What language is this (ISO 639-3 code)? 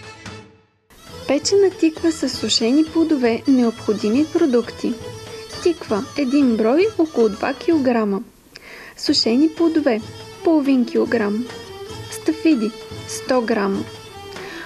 bul